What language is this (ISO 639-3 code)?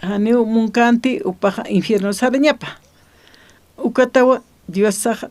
aym